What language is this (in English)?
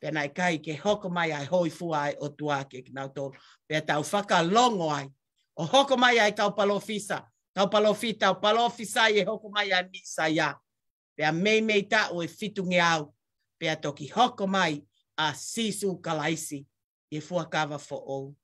Tongan